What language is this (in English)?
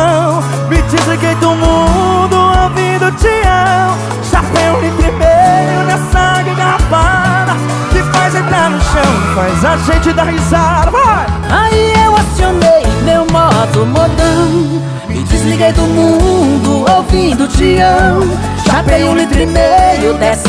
Portuguese